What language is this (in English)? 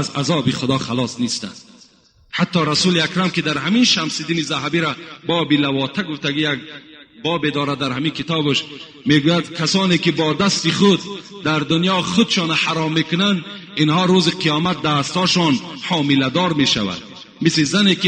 Tajik